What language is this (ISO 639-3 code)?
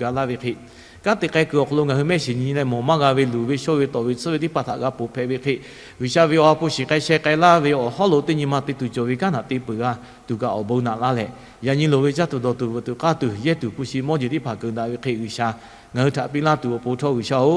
lhu